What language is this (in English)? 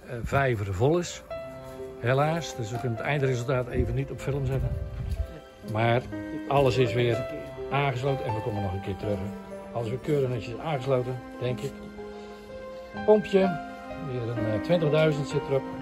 Dutch